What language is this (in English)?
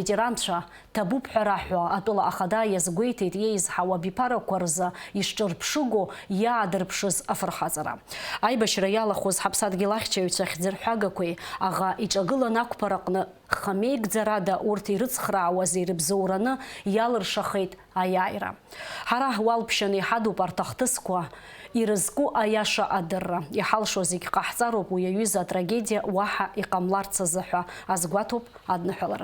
Abkhazian